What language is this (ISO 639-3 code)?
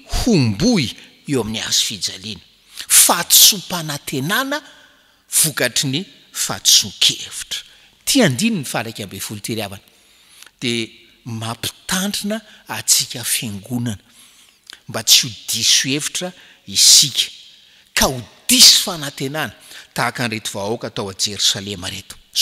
mlg